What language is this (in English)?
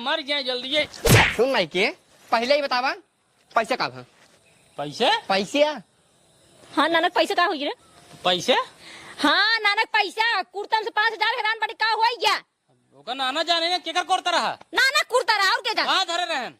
Awadhi